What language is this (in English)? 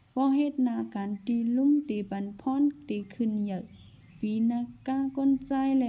Shan